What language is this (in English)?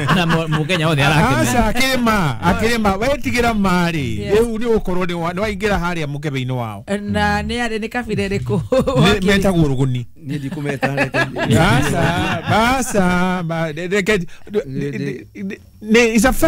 Kikuyu